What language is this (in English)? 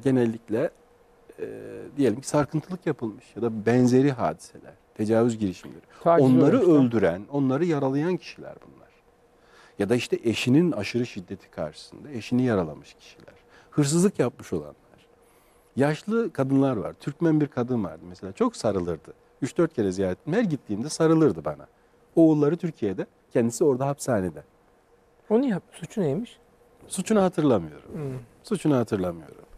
Turkish